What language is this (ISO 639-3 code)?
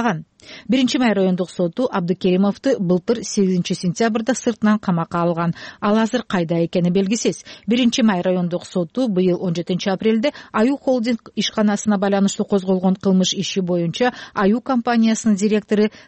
kir